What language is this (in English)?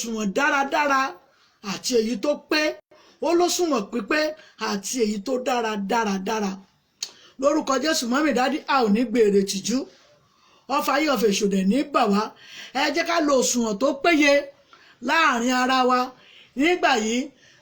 Yoruba